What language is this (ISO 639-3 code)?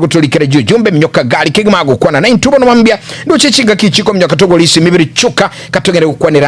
guz